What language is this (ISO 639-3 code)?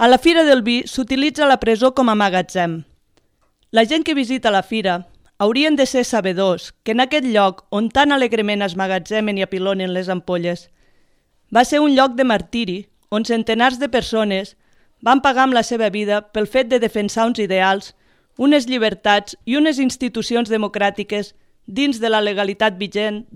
cat